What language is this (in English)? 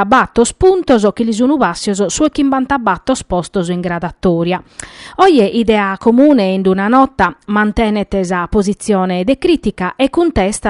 Sardinian